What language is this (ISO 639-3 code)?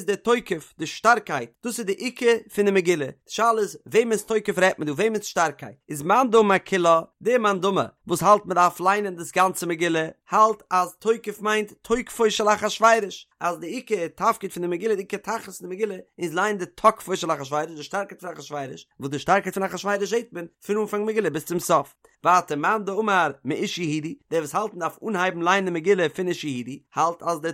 yid